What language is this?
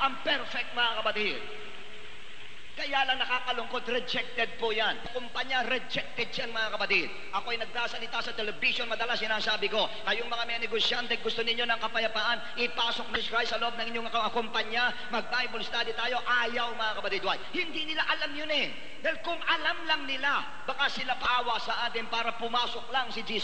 Filipino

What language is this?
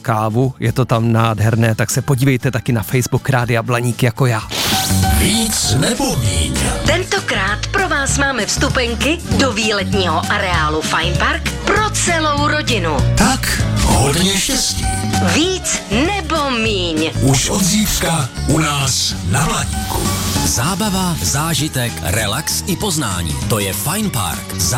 Czech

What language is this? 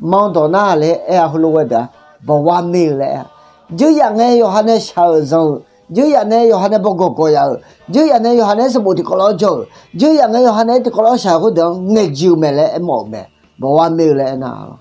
Akha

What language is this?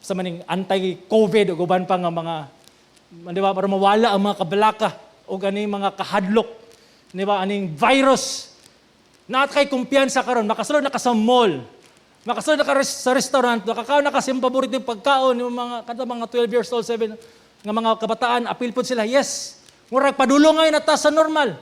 Cebuano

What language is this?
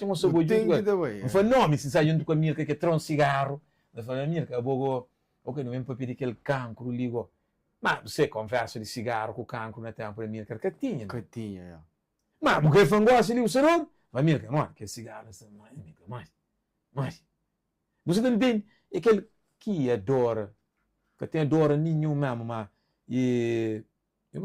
Kabuverdianu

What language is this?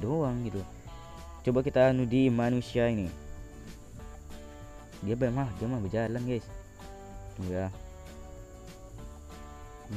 Indonesian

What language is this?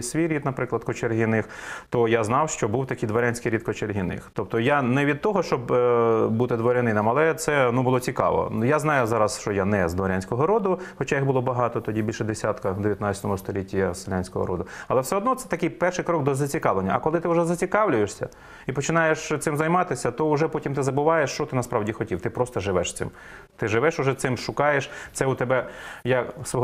Ukrainian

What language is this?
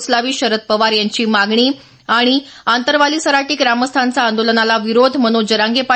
Marathi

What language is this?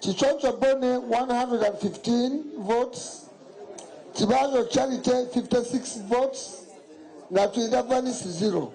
Nyankole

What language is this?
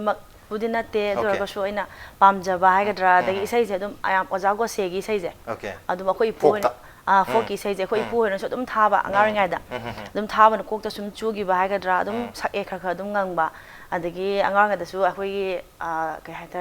Manipuri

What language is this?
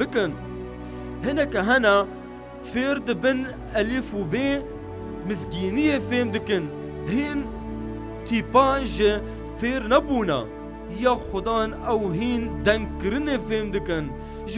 Kurdish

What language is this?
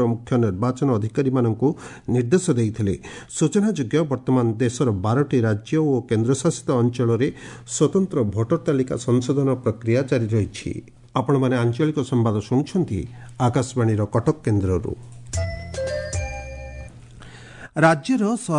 Odia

